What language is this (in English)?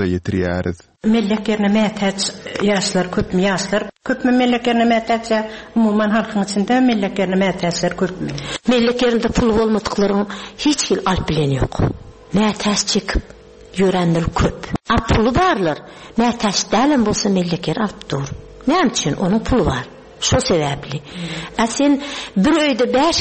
Turkmen